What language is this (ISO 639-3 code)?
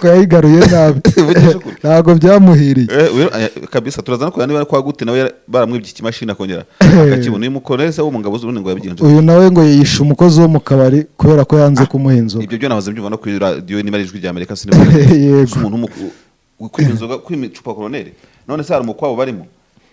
kin